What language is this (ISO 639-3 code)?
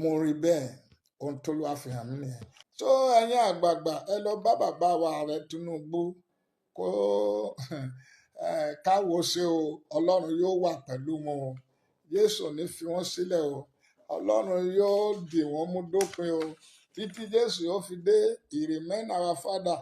yor